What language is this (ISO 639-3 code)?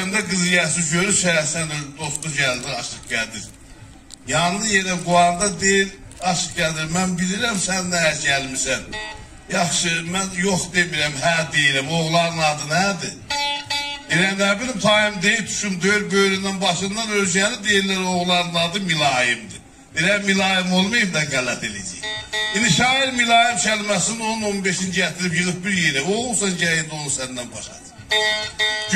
azb